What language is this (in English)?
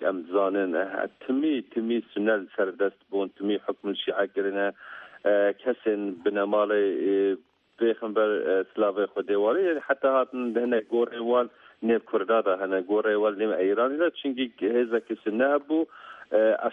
Kurdish